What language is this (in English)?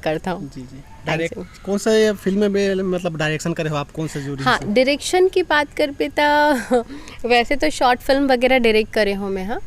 Chhattisgarhi